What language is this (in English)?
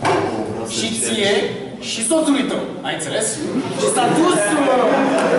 Romanian